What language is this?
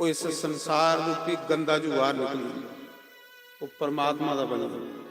Dogri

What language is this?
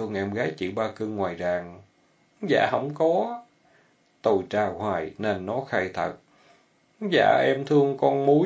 Vietnamese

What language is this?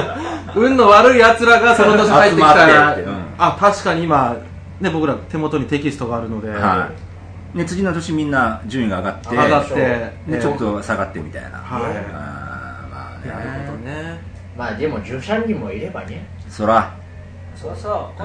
Japanese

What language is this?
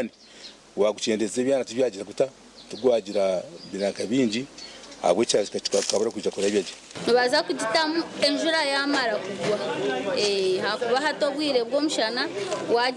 Nyankole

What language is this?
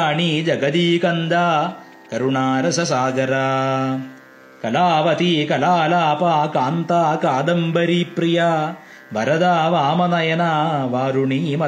Sanskrit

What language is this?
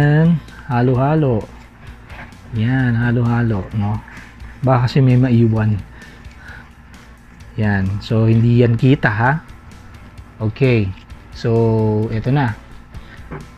Filipino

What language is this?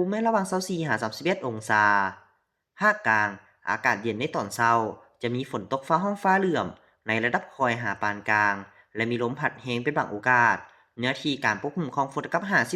Lao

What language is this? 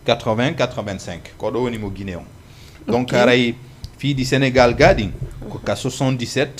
Fula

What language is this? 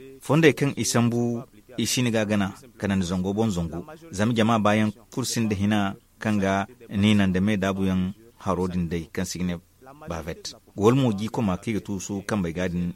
Zarma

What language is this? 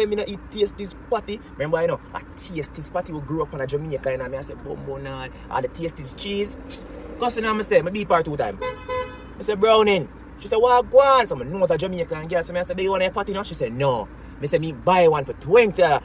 Jamaican Creole English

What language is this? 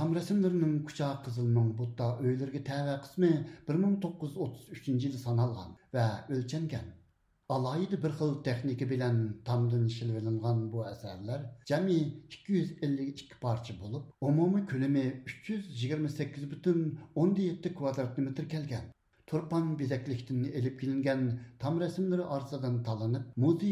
Uyghur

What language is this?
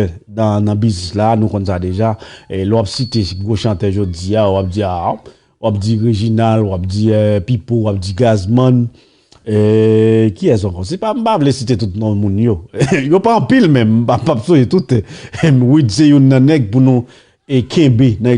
Haitian Creole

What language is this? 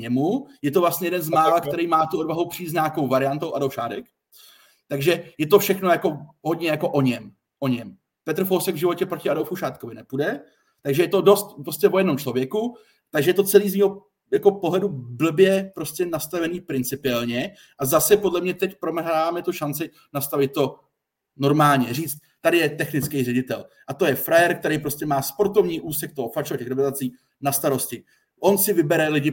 Czech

